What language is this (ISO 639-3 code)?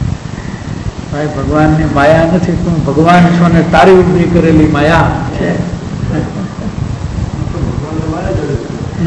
guj